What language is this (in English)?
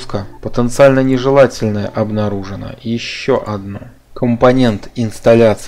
Russian